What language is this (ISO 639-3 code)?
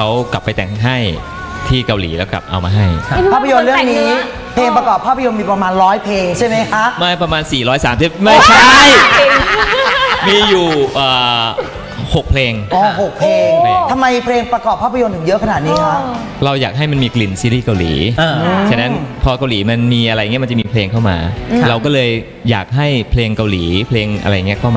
tha